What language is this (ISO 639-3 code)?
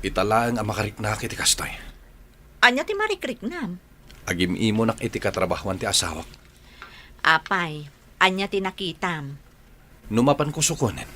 ilo